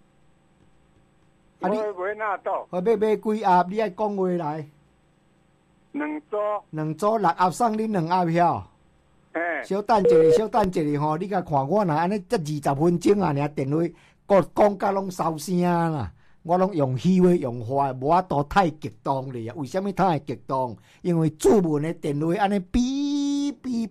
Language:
Min Nan Chinese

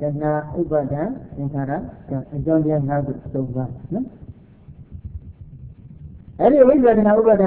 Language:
Burmese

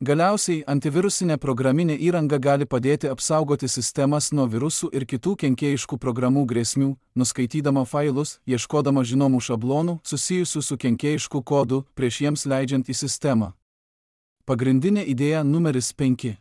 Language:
Lithuanian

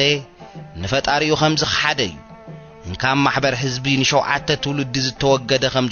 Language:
Tigrinya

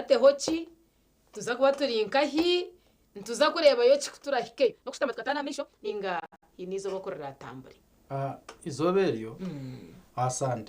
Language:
Nyankole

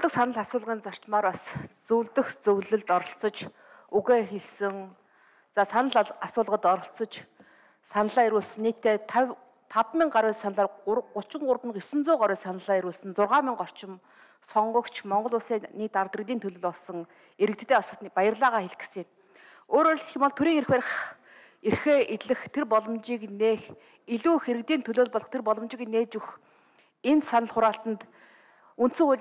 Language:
Mongolian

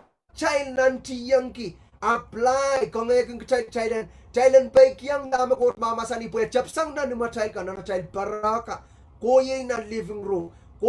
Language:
Pohnpeian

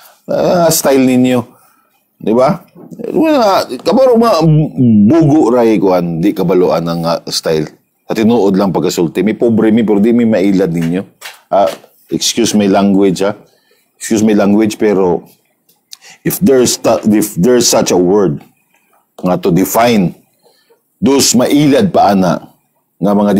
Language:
Cebuano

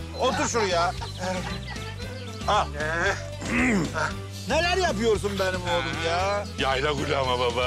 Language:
Turkish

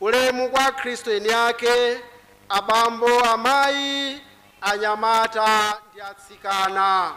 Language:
Nyanja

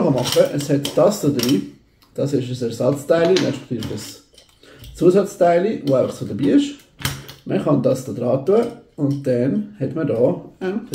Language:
Swiss German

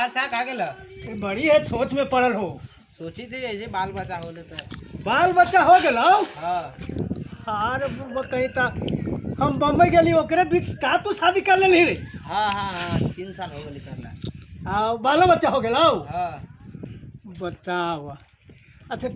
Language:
Magahi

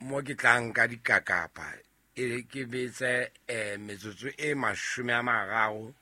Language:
Southern Sotho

